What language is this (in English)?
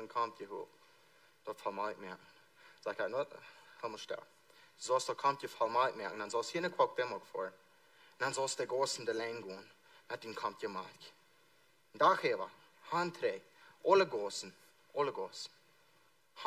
Plautdietsch